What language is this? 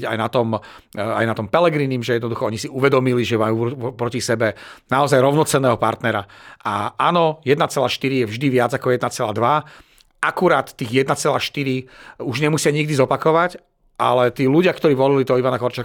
Slovak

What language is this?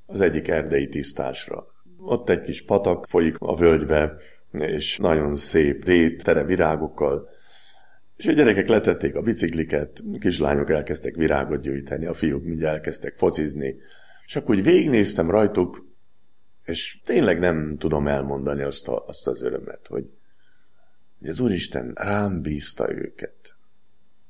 Hungarian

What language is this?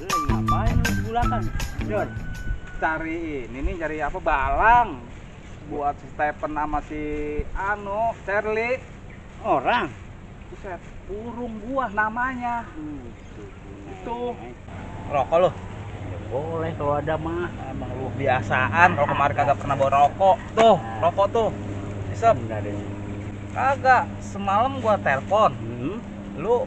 Betawi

